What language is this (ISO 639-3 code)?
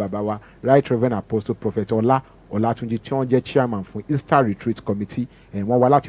yor